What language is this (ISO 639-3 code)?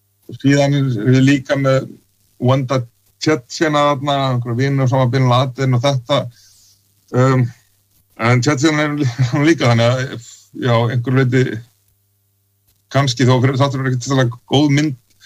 isl